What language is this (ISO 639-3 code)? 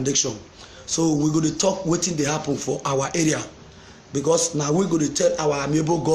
pcm